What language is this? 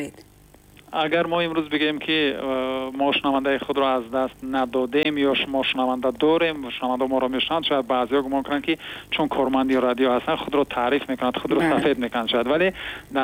Tajik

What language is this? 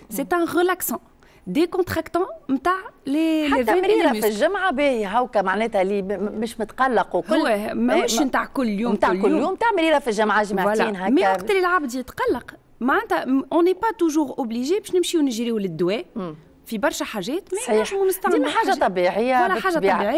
Tunisian Arabic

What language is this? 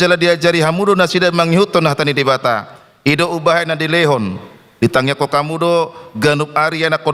Batak Toba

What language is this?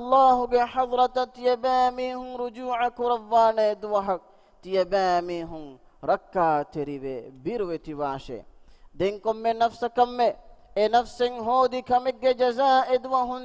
Divehi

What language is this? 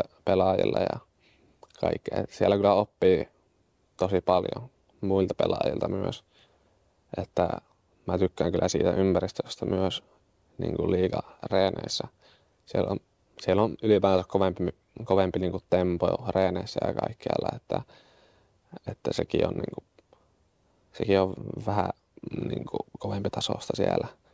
Finnish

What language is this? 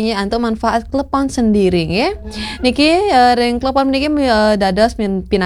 Balinese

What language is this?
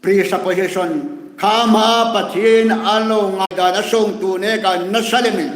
Hmar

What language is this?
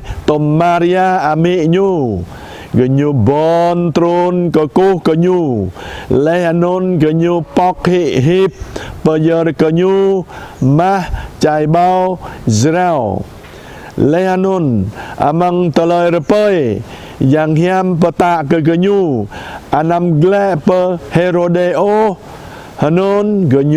Jarai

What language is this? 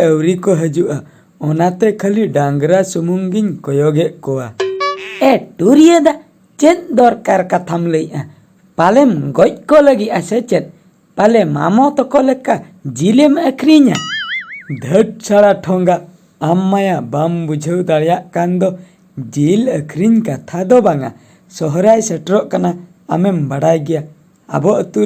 Santali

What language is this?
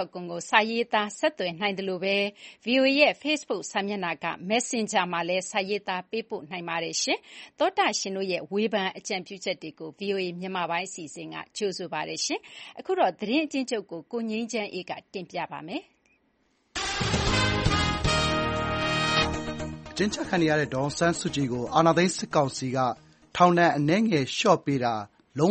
Burmese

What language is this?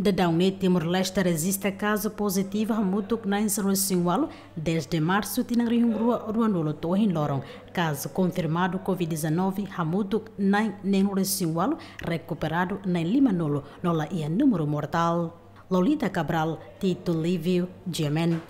Tetum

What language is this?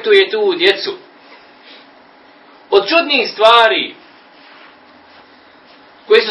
Bosnian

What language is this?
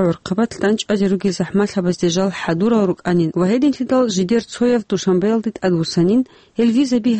Avaric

